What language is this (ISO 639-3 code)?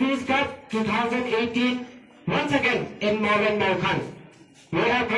kha